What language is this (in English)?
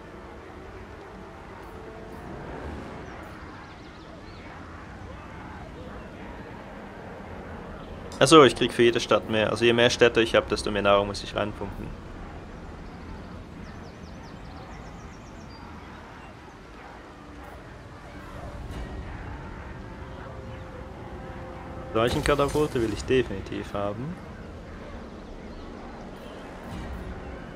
German